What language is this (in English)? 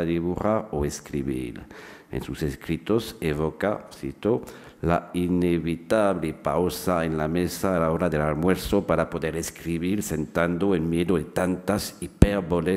Spanish